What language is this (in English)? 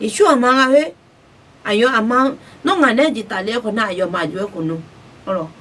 Akha